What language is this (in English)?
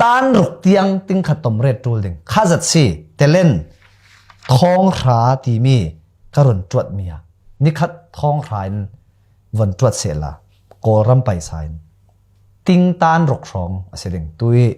Falam Chin